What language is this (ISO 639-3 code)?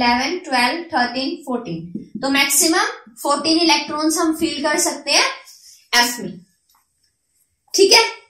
hin